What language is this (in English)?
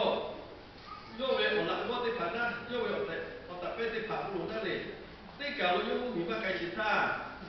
Lahu